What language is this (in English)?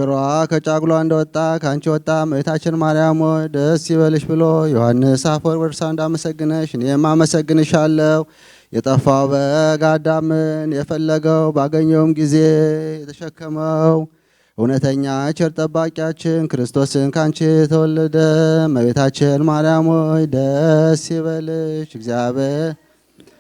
Amharic